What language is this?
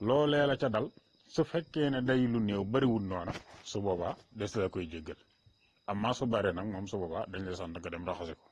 Wolof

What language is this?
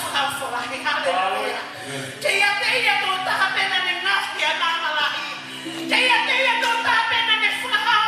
Tongan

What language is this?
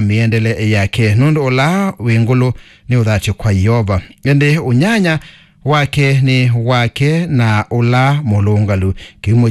Kamba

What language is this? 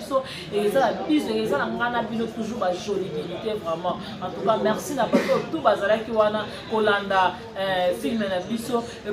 Lingala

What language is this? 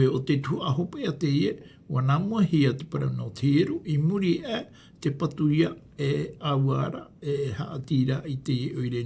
Tahitian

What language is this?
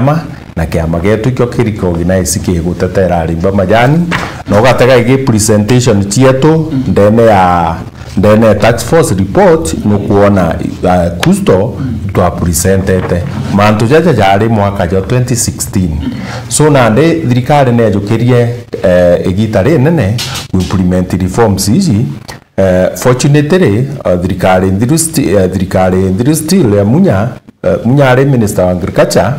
Meru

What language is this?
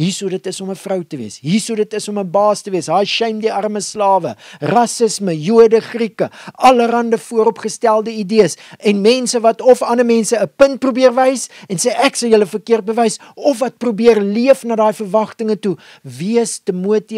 Afrikaans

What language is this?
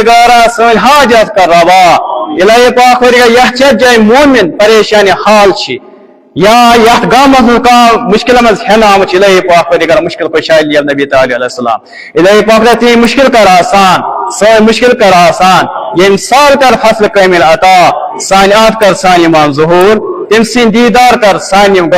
Kashmiri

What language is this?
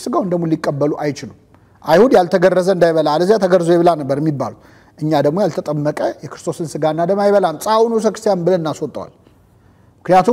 Amharic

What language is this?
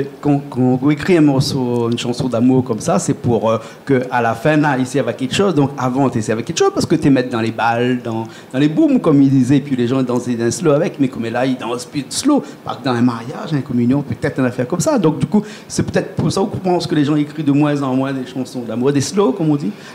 Réunion Creole French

